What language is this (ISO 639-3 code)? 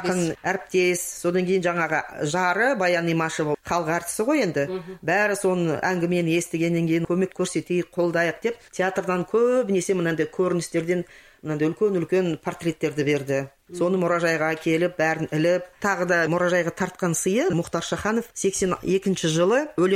kaz